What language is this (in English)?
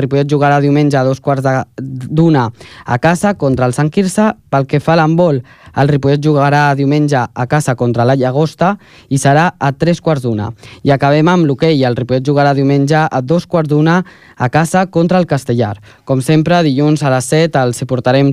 Catalan